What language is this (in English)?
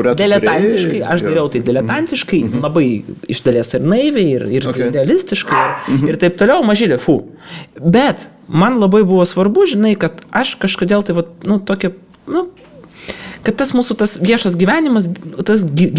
Lithuanian